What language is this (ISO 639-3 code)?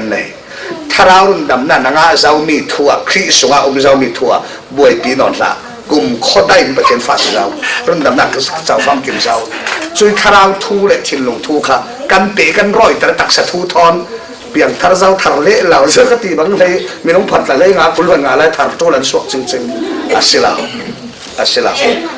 cfm